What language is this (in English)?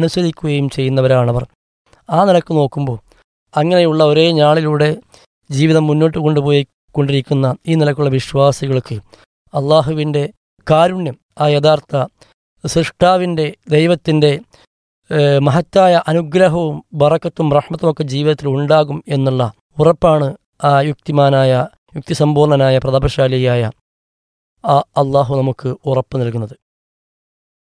Malayalam